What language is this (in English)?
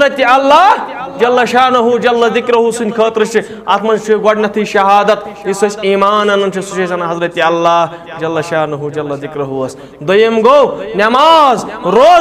Kashmiri